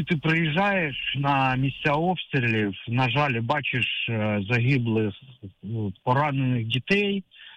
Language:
Ukrainian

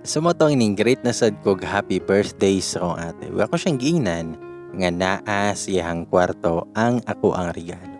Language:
Cebuano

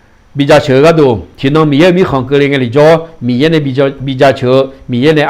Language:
Akha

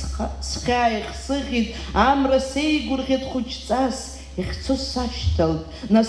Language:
Abkhazian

